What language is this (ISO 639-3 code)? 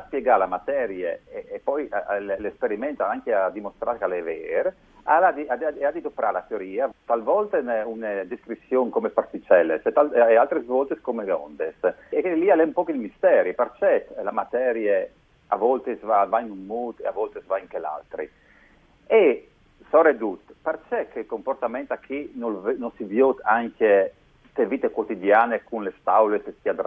fur